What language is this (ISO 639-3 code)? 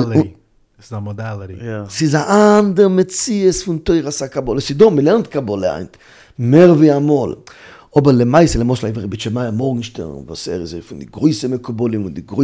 yid